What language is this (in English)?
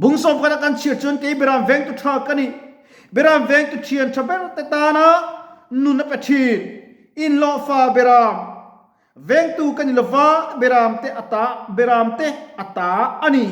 Mizo